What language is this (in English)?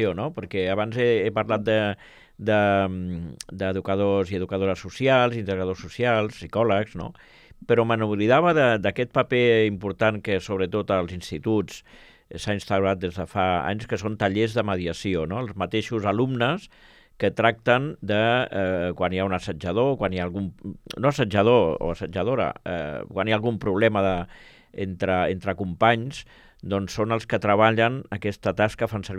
Catalan